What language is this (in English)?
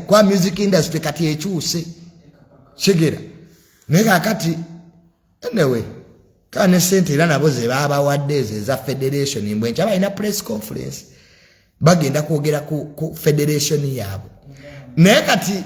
Ganda